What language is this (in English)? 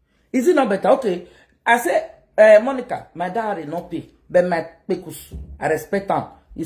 Nigerian Pidgin